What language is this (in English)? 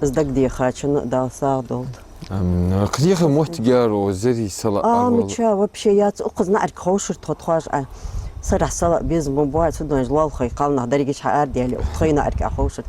Ingush